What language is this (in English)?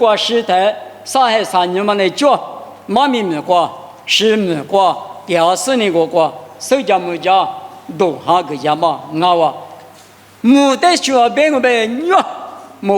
Lisu